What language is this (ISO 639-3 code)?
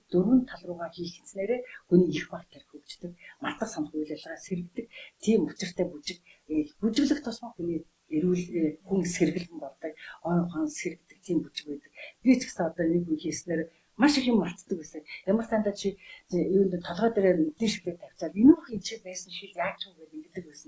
mon